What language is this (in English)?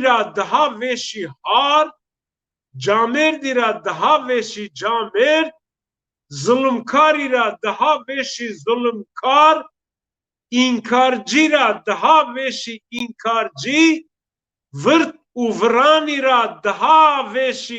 Zaza